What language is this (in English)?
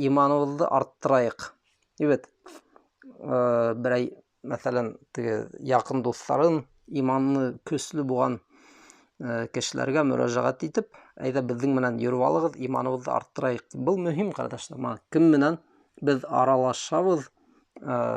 Bashkir